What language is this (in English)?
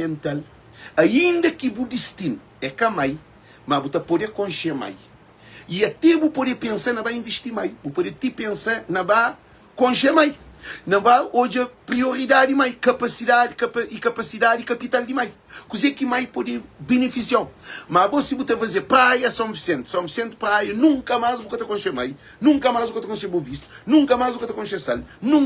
Kabuverdianu